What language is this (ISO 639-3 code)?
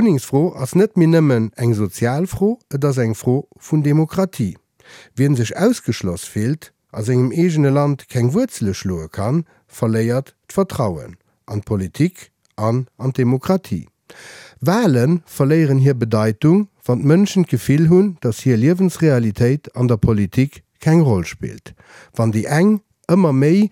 ltz